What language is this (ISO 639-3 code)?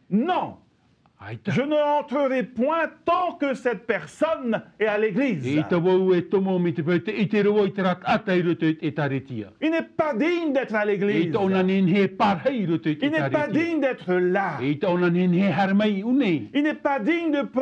tah